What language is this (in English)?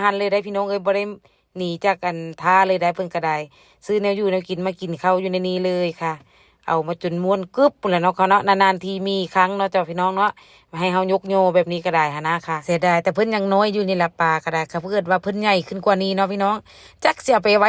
Northeastern Thai